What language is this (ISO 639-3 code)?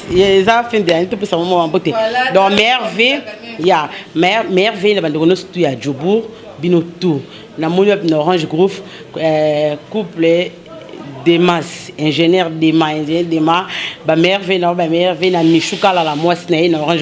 lin